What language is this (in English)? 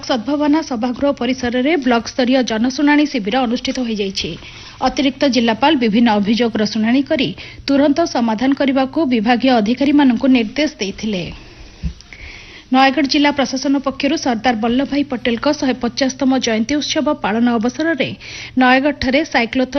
Odia